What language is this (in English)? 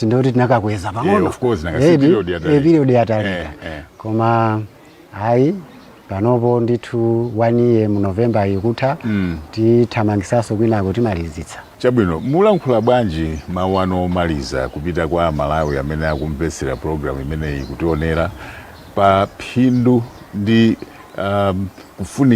Nyanja